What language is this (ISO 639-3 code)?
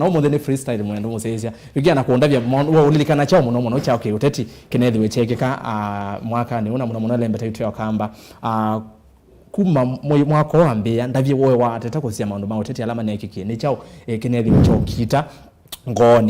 kam